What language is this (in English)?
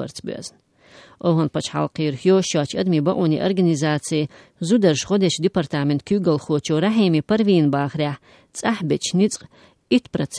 Chechen